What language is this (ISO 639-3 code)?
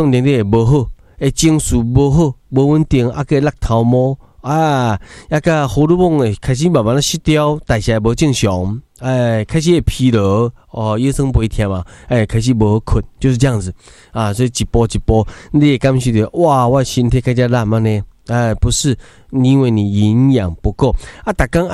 nan